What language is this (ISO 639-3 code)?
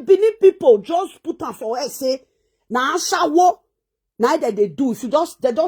pcm